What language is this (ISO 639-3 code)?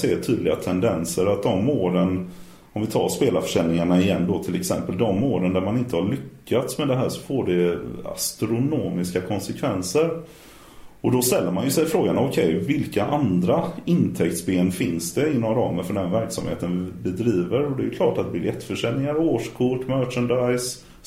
swe